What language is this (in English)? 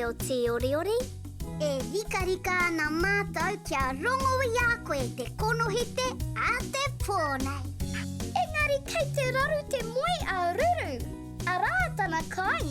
Māori